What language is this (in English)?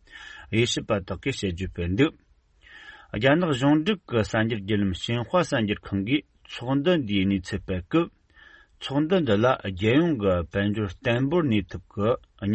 Tibetan